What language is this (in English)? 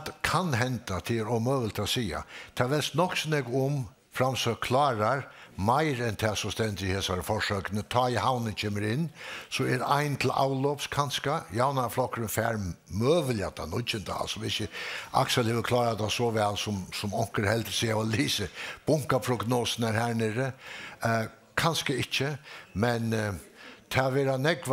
Faroese